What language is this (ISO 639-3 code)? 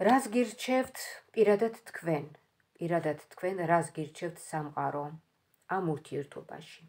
kat